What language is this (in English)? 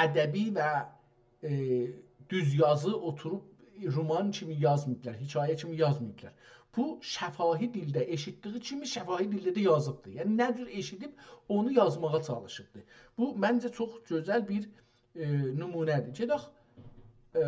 South Azerbaijani